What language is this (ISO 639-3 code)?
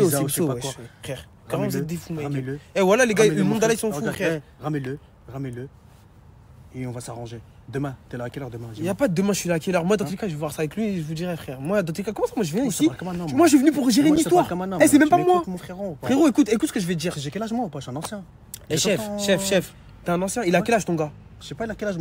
fra